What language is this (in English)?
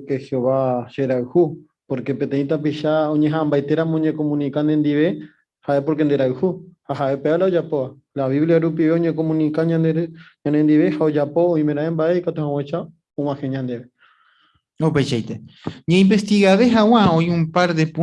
Guarani